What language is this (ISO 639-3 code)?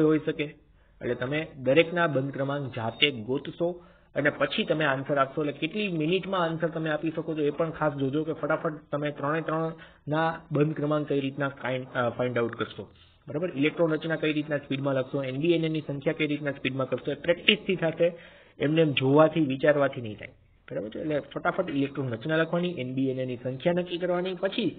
guj